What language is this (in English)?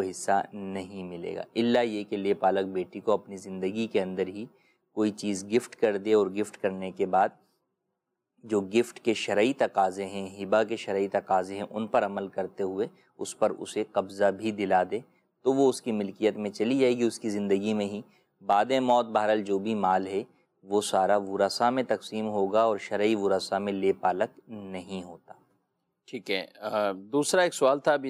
Urdu